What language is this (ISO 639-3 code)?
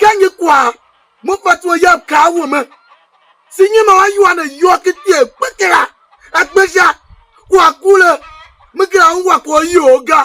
tiv